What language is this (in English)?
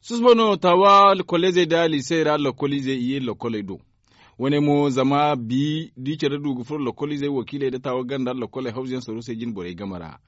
Zarma